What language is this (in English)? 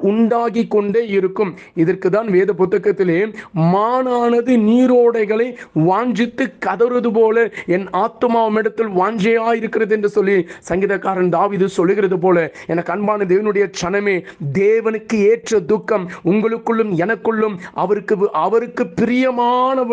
Tamil